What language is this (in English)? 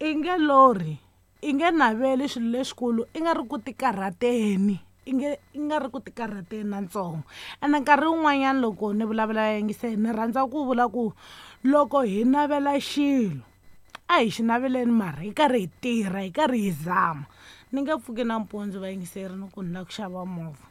Tsonga